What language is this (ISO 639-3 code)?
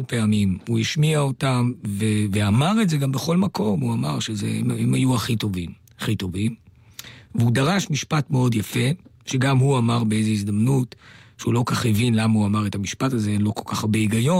heb